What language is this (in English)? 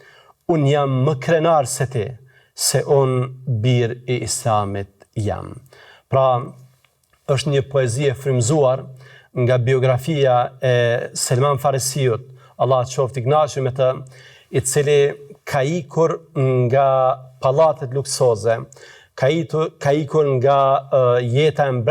Albanian